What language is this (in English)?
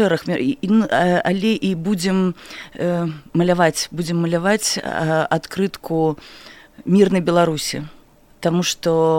Belarusian